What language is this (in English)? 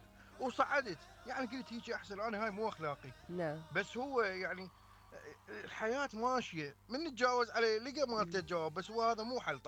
Mesopotamian Arabic